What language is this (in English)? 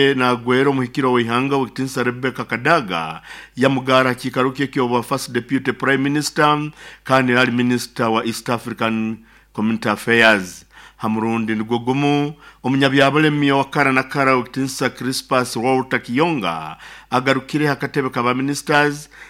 Nyoro